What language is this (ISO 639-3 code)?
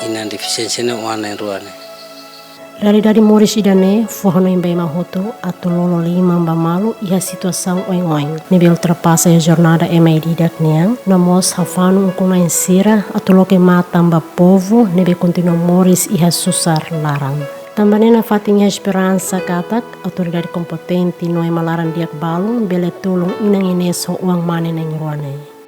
tet